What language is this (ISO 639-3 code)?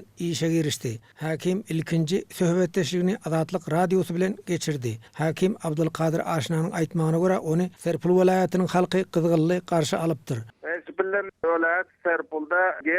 tuk